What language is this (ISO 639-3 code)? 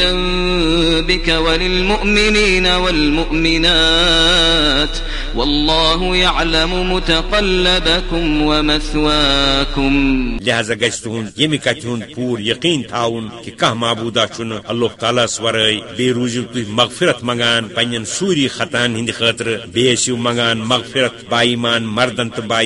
kas